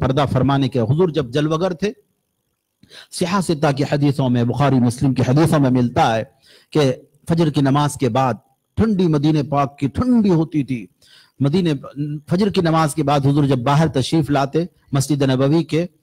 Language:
Urdu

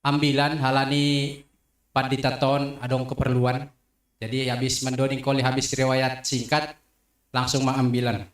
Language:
Batak Simalungun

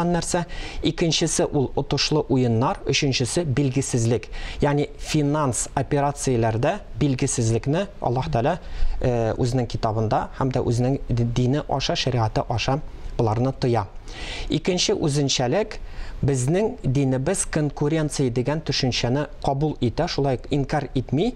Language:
Tatar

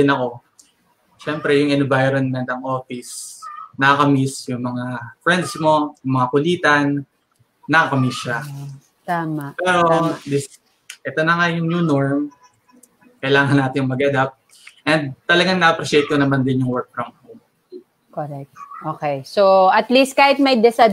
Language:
Filipino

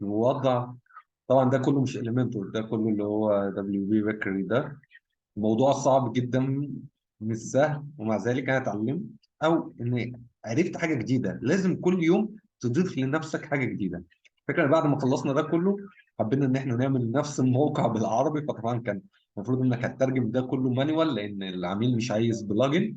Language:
Egyptian Arabic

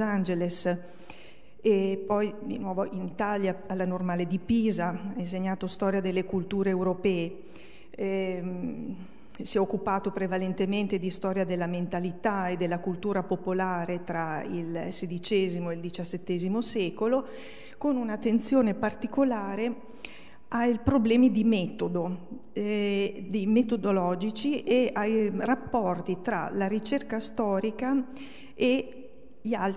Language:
Italian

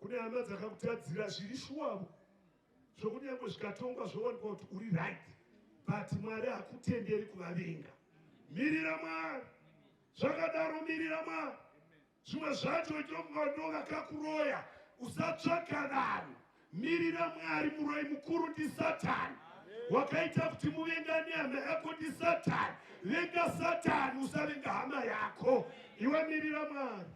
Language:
Shona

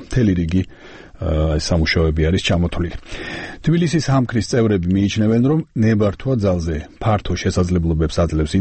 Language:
Georgian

